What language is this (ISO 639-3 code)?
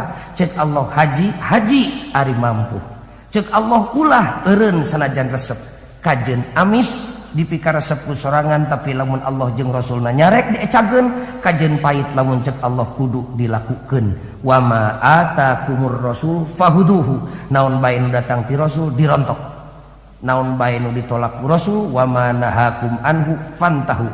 sun